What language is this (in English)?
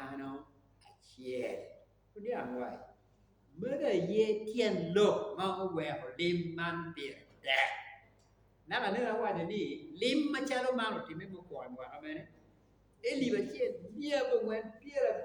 Acoli